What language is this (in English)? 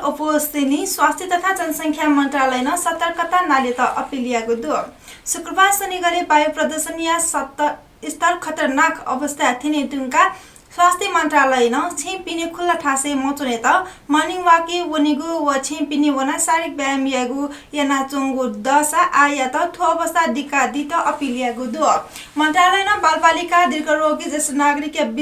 Newari